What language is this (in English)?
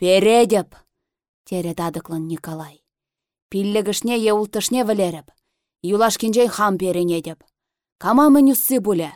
Chuvash